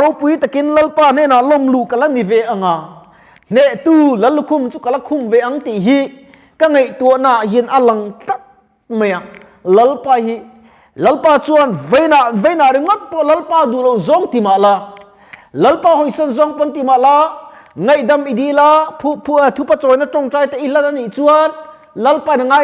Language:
Mizo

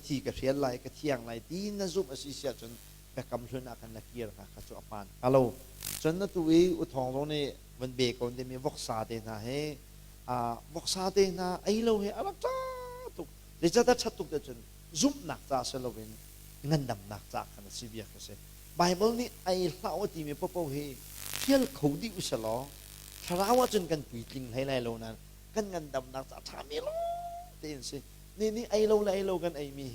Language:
Hakha Chin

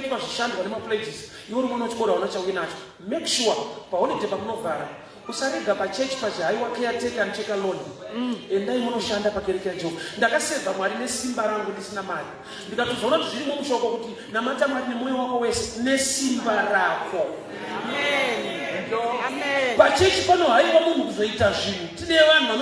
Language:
Shona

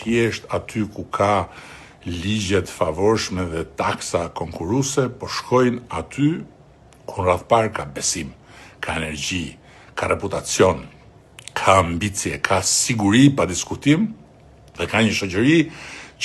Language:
Albanian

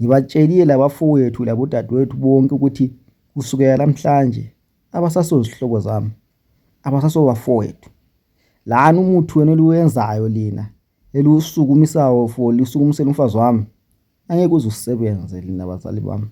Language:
North Ndebele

